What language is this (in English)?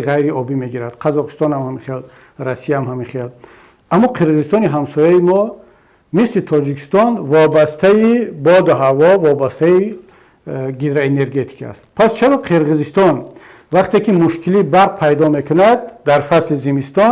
Tajik